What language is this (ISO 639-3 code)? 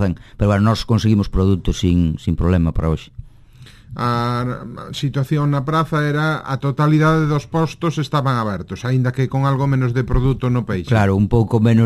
glg